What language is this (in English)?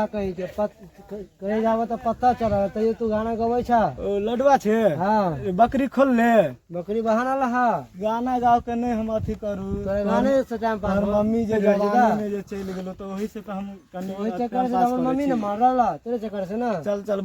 Maithili